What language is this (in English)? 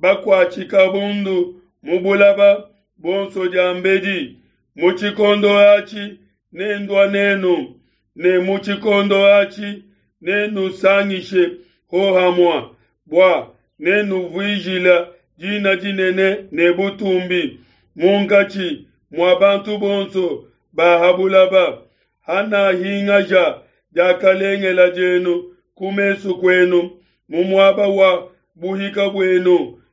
Luba-Lulua